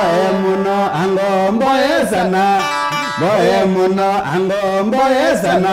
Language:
Kamba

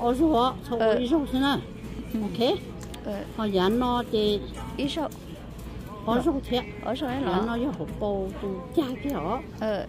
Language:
Hmong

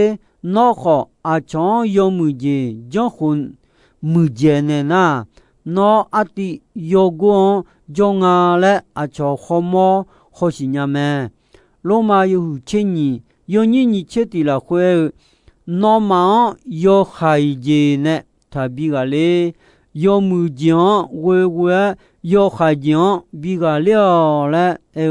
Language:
Akha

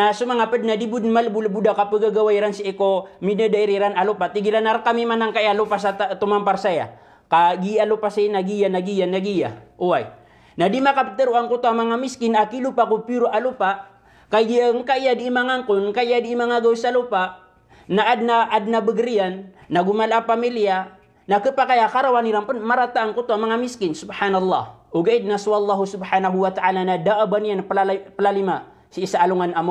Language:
Maranao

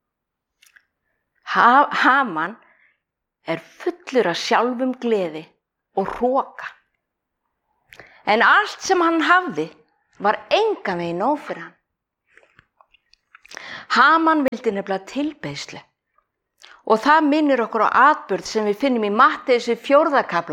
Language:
Icelandic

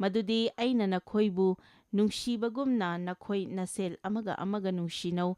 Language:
Manipuri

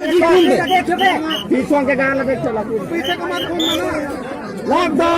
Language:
Chhattisgarhi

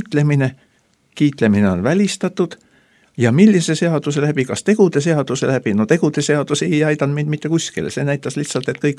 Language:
Estonian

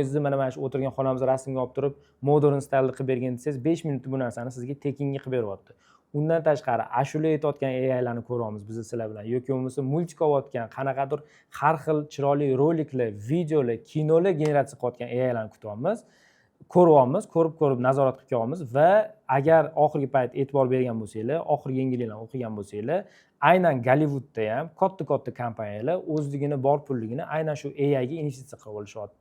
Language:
Uzbek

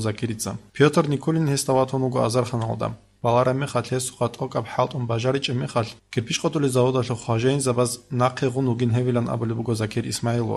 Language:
Avaric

